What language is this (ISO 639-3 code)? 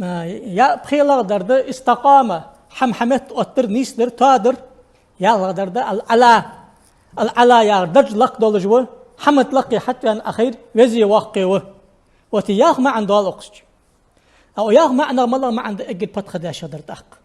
inh